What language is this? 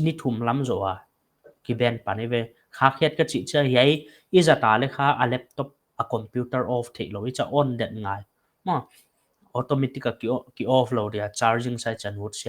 Paite Chin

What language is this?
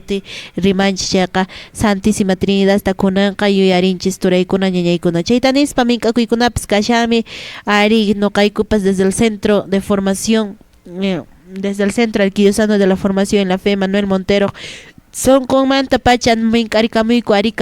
Quechua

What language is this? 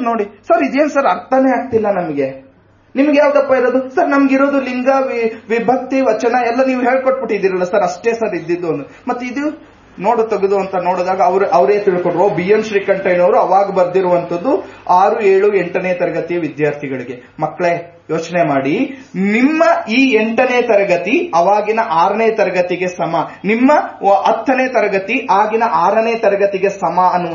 Kannada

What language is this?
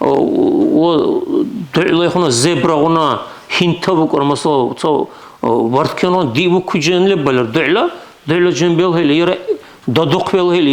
Dargwa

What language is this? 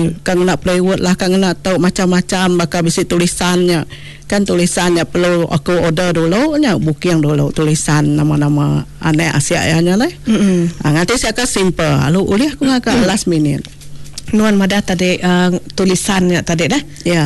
Iban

